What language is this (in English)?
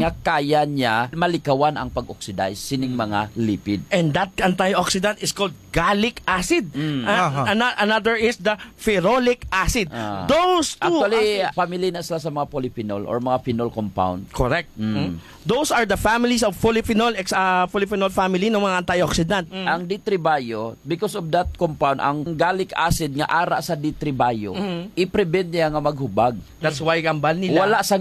Hiligaynon